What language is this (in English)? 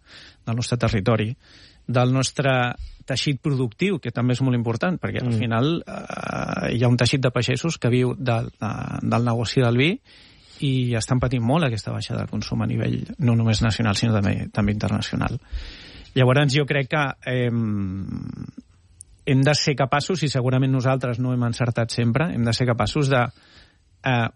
Catalan